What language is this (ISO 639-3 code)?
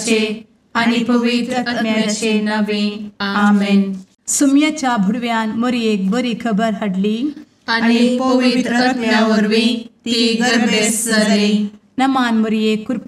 kok